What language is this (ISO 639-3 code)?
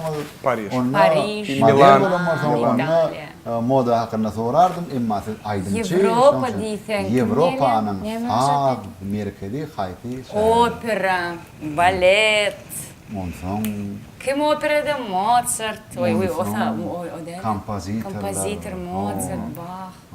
tuk